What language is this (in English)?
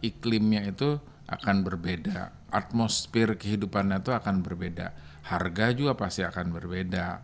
Banjar